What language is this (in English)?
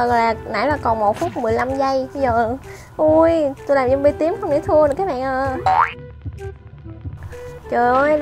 Vietnamese